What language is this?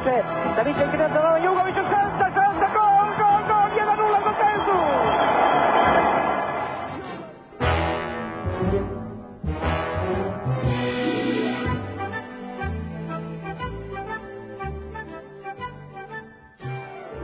Serbian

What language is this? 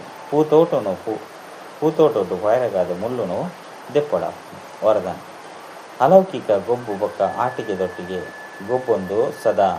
Tulu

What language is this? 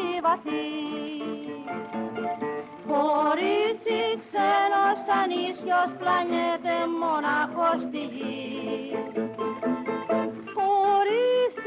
Greek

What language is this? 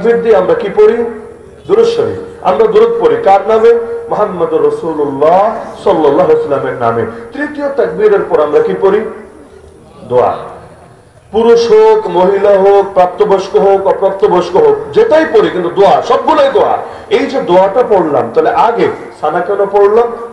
Bangla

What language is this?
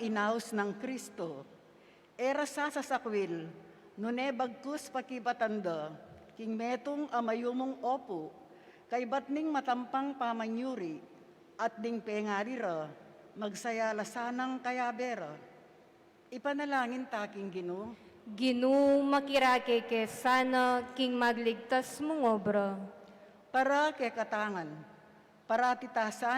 Pampanga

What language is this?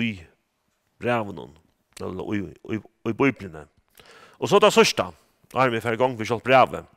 Faroese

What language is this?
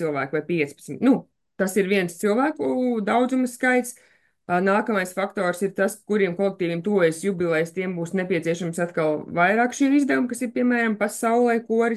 Latvian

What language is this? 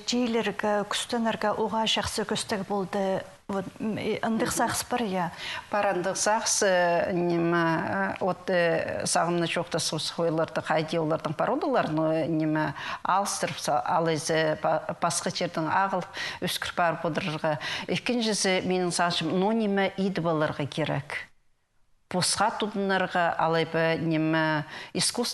Khakas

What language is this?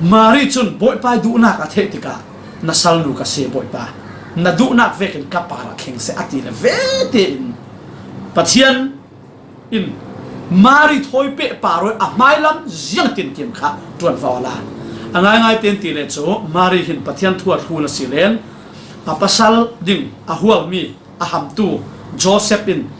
Falam Chin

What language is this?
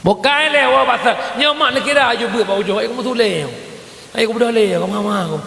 Achinese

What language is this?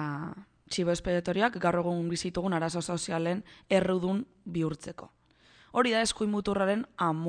Basque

